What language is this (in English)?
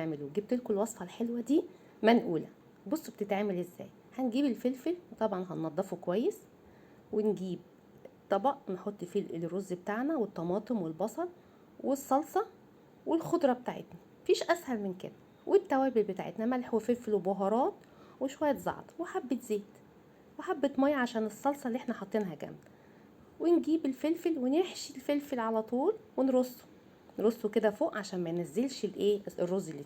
Egyptian Arabic